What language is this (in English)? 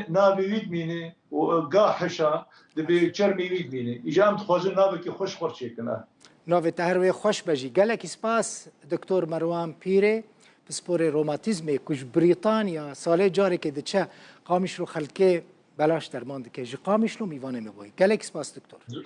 Kurdish